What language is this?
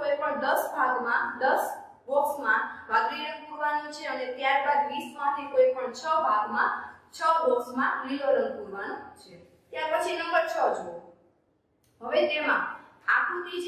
Gujarati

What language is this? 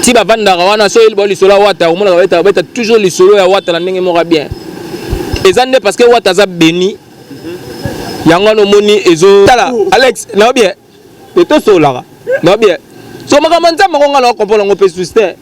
Lingala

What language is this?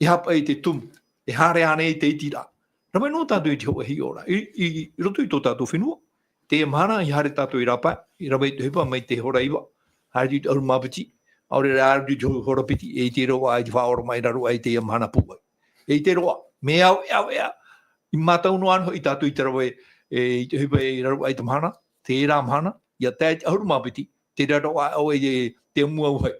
Tahitian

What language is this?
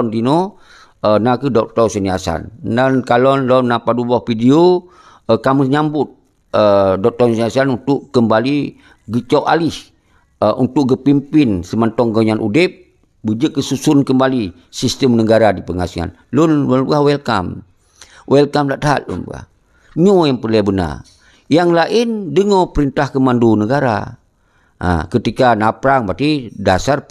Achinese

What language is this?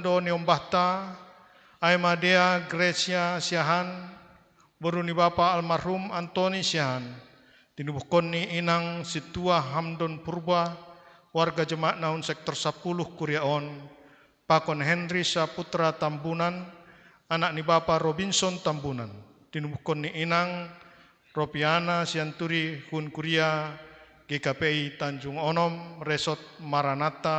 Batak Simalungun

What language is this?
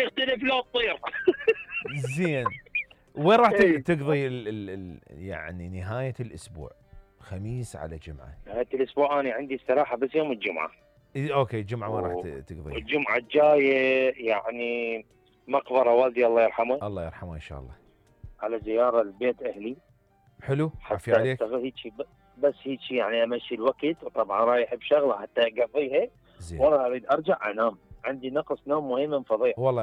Mesopotamian Arabic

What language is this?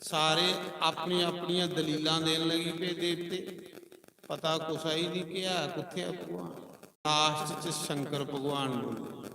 Dogri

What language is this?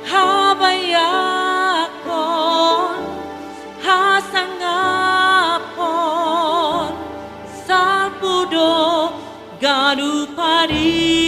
Batak Simalungun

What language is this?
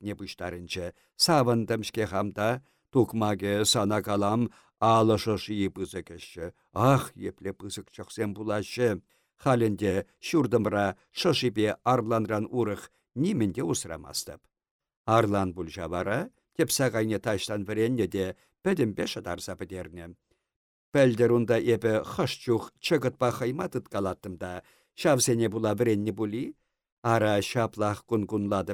Chuvash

